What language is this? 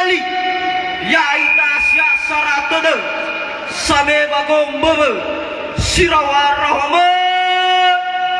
Nias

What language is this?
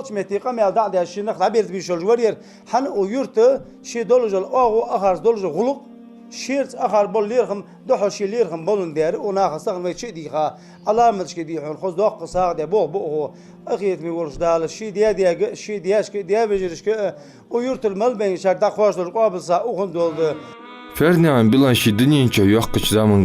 Ingush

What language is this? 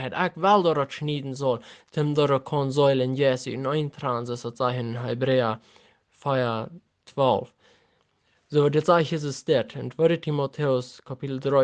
Plautdietsch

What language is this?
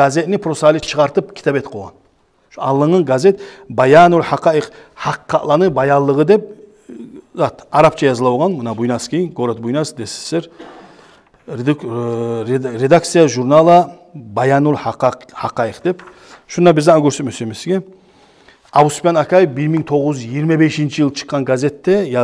Kumyk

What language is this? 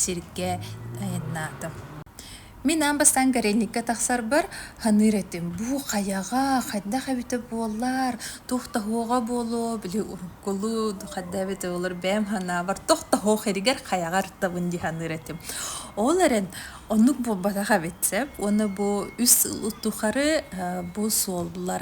Yakut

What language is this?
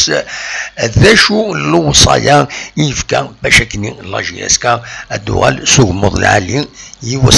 Kabyle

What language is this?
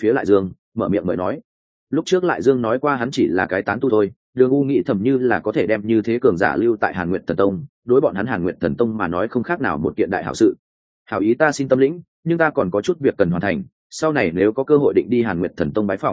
Vietnamese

